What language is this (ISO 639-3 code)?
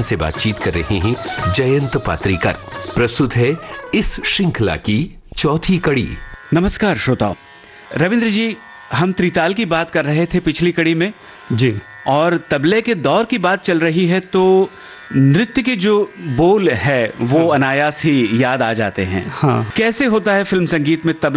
hin